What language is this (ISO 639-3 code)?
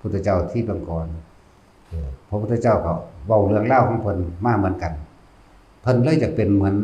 tts